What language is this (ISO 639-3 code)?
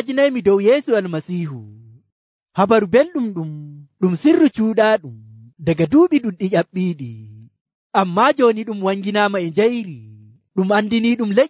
fuv